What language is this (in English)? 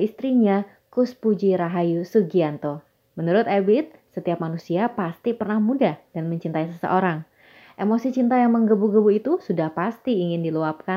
Indonesian